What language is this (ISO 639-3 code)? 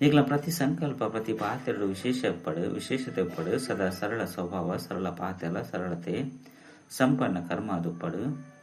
tcy